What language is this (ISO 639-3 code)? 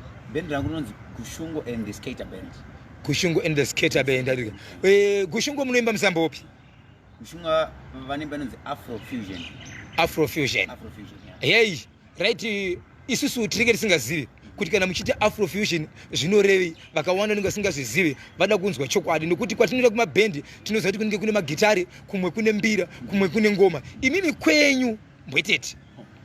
sna